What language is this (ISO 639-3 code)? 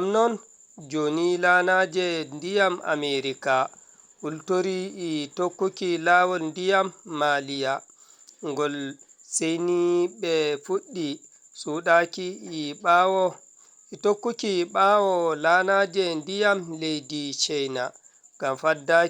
ful